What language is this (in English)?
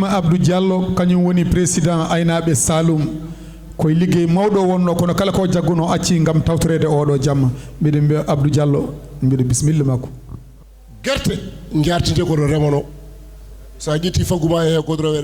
Fula